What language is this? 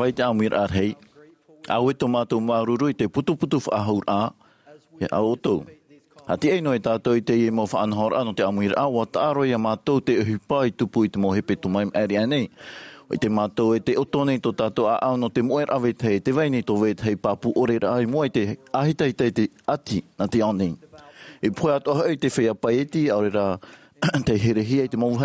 Tahitian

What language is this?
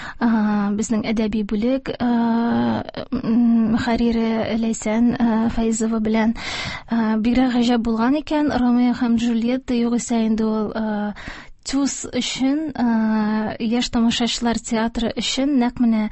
Tatar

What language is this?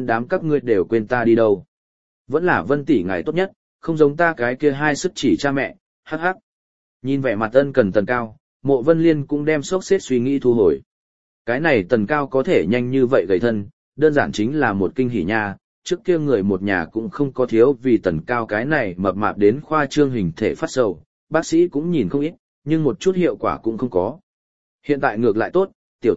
Vietnamese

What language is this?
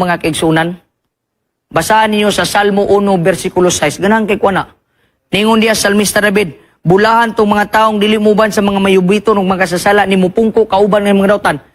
Cebuano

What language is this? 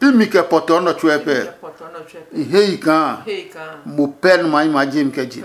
Adangme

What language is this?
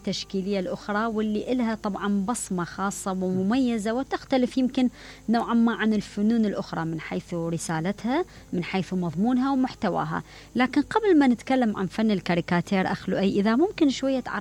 Mesopotamian Arabic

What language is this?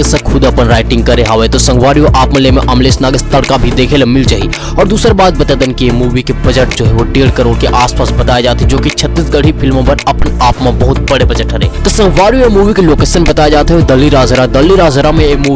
Chhattisgarhi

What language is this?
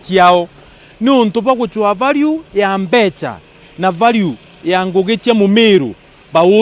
Meru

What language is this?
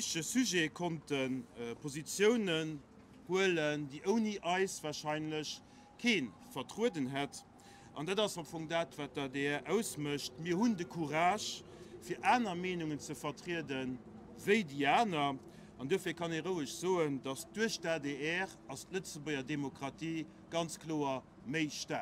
Luxembourgish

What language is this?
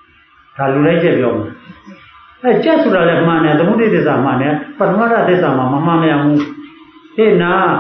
Burmese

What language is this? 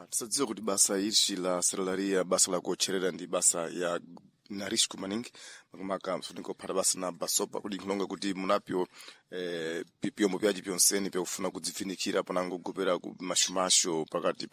Sena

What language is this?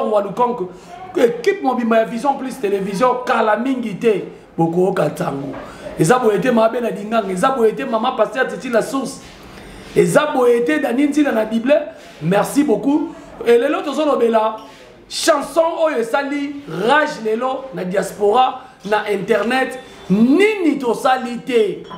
Lingala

